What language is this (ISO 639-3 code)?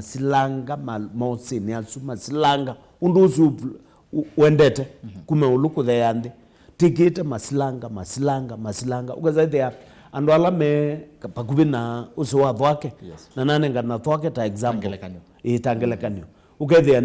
kam